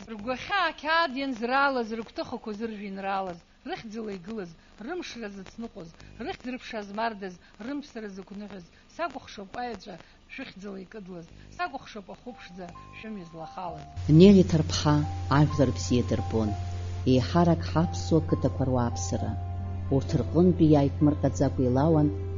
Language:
Abkhazian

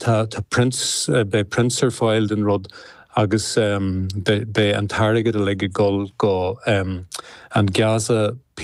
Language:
Irish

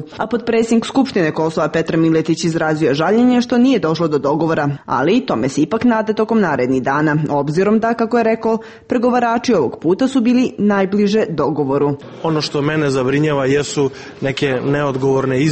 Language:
Serbian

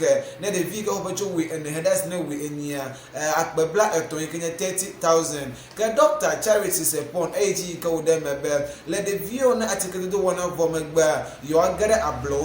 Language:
Ewe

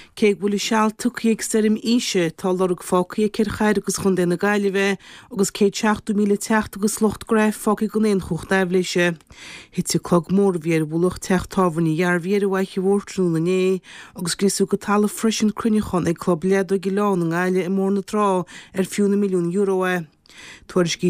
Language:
Irish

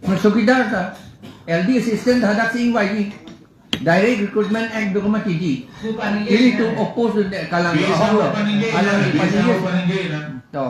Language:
Karbi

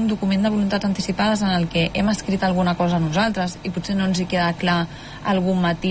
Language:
Catalan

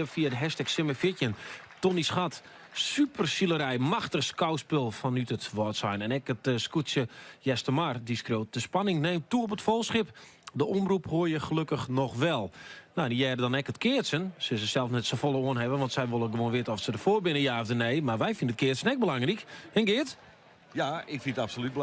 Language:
Western Frisian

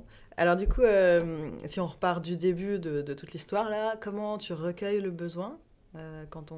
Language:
French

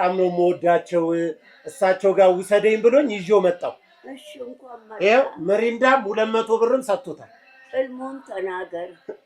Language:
Amharic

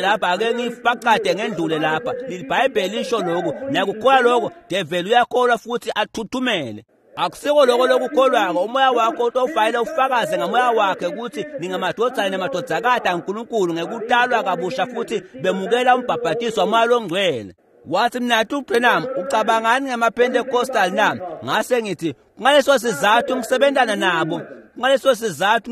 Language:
Swati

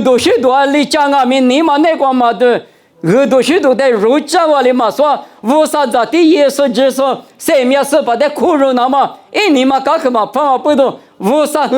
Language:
Lisu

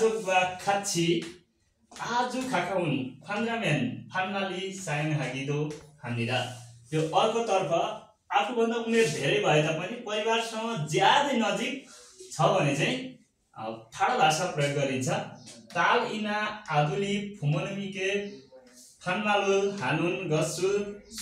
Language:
Nepali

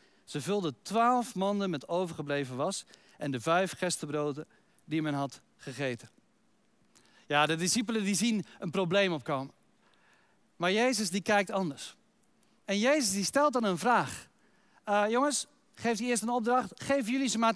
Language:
Dutch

